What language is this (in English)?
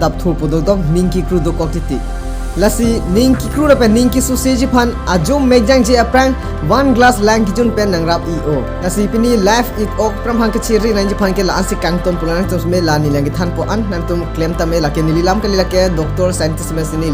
Karbi